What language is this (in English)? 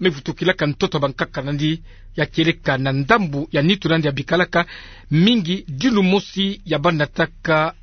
Kituba (Democratic Republic of Congo)